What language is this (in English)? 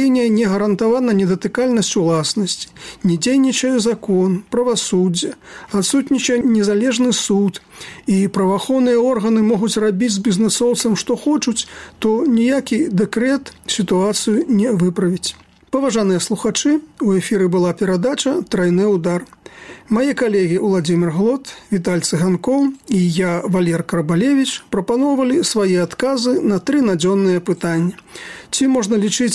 Belarusian